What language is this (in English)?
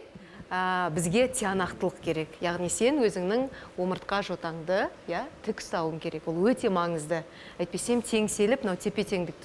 Kazakh